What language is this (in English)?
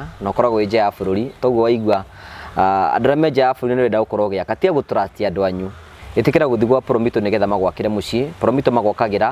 Kikuyu